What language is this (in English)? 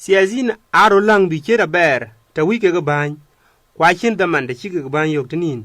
Dinka